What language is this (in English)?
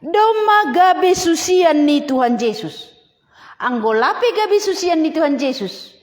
Batak Simalungun